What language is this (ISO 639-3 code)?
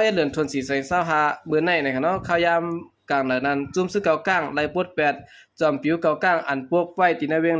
shn